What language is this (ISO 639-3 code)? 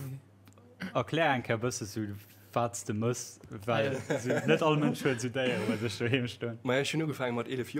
ltz